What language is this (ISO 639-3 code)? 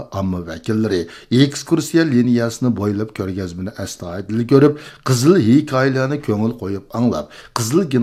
uig